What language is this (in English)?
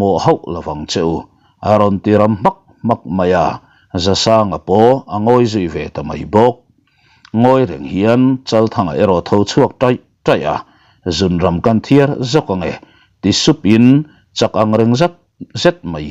Mizo